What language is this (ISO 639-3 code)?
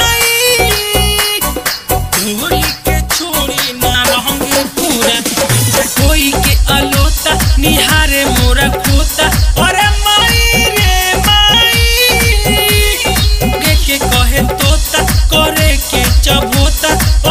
bho